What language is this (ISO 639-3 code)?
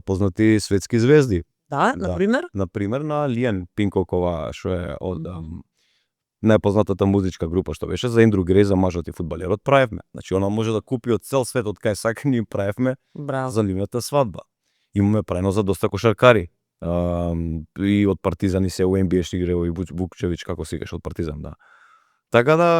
mkd